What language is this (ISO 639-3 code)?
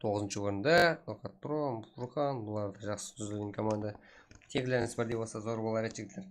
kaa